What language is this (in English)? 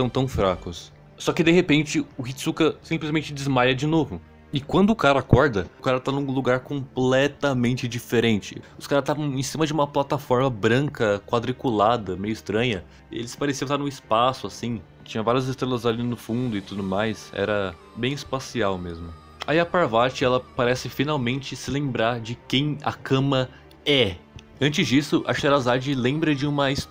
Portuguese